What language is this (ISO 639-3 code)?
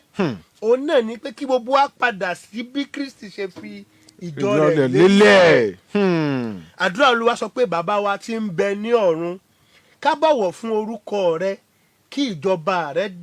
yor